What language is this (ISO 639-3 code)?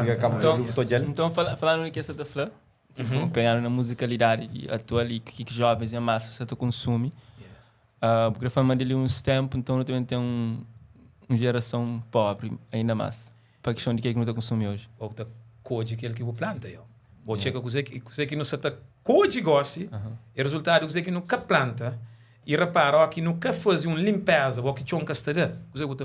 kea